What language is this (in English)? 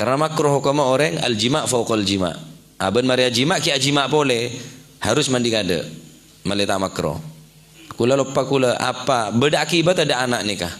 Madurese